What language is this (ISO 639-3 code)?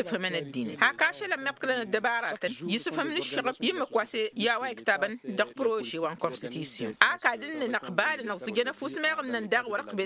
taq